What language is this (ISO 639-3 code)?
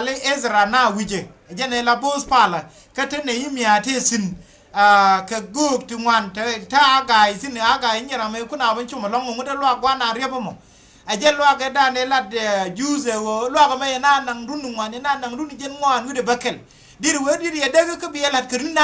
nus